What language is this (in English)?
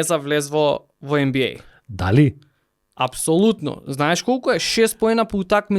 Macedonian